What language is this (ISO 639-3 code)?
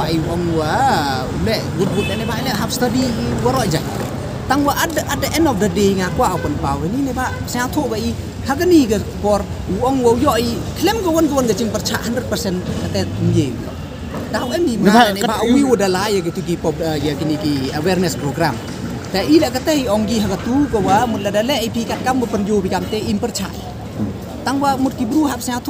pbv